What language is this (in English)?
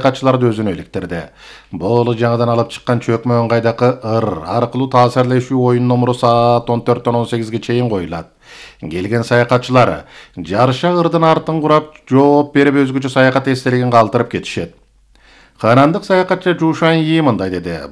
Kyrgyz